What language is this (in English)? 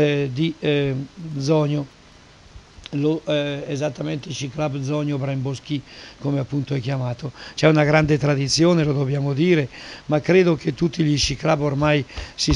Italian